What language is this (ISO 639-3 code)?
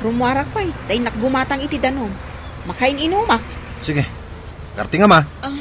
ilo